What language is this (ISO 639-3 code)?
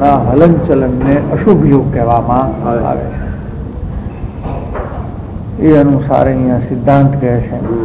guj